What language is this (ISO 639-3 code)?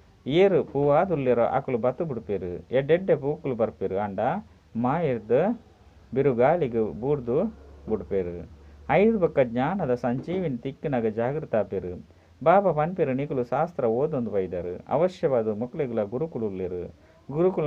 tcy